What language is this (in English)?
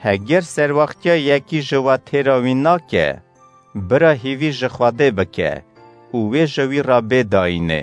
Kurdish